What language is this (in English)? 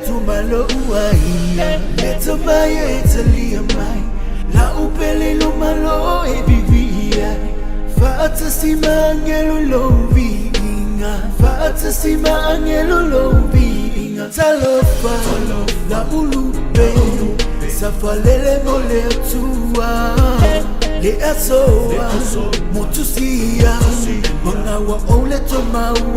Samoan